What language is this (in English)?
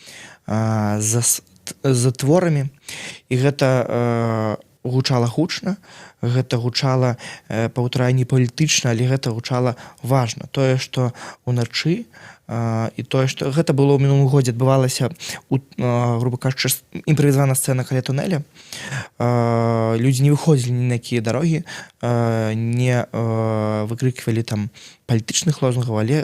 Belarusian